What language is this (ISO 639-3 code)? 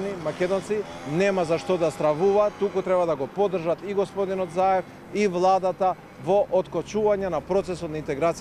mkd